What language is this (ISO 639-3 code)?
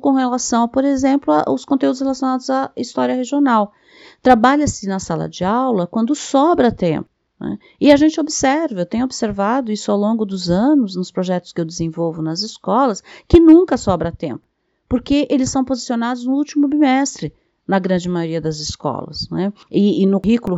por